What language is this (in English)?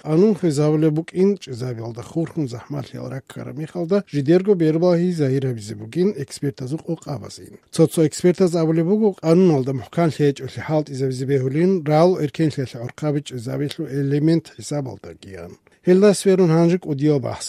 Avaric